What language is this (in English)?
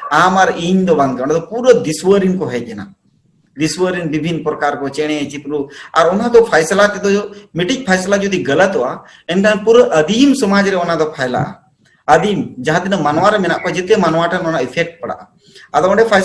Santali